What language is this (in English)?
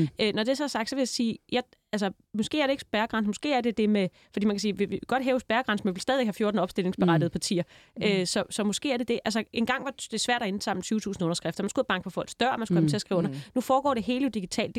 Danish